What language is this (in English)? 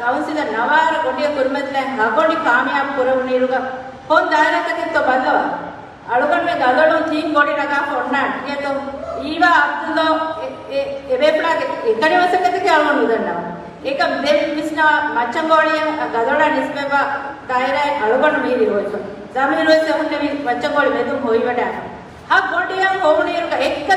Divehi